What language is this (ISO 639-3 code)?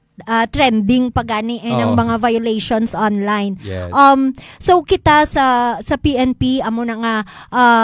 hil